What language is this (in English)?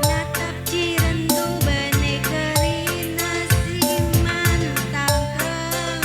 Batak Karo